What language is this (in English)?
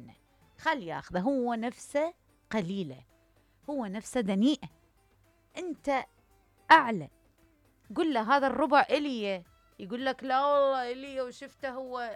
Mesopotamian Arabic